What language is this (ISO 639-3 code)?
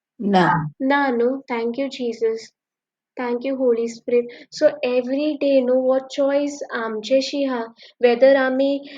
kok